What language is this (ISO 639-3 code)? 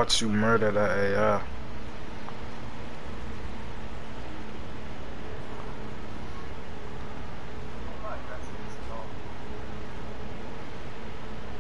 eng